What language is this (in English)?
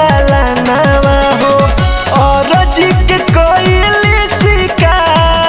Bhojpuri